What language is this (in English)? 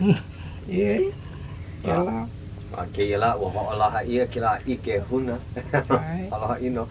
Hawaiian